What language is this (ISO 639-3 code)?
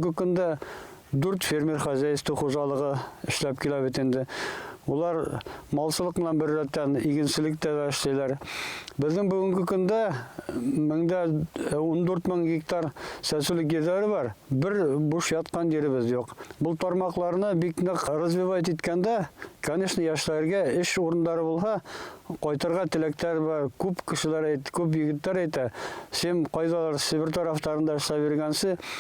bak